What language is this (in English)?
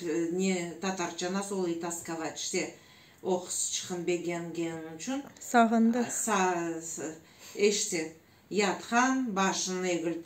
Crimean Tatar